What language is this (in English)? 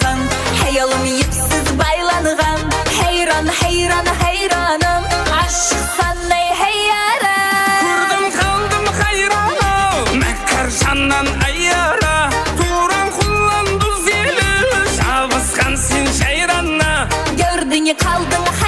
Kara-Kalpak